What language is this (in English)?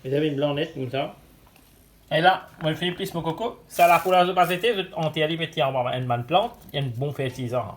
Morisyen